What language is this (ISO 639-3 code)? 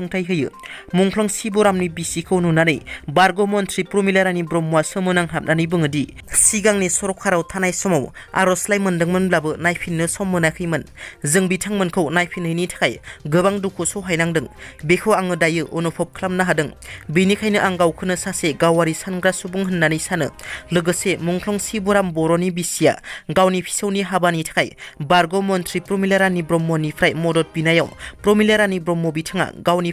brx